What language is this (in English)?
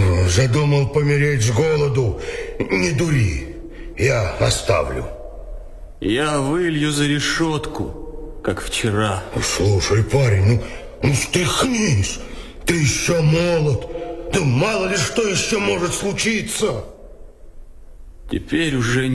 Russian